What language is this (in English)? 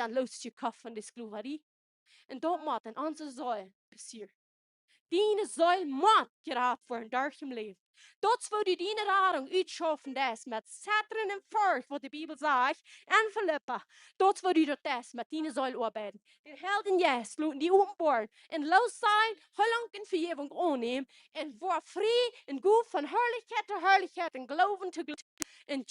Plautdietsch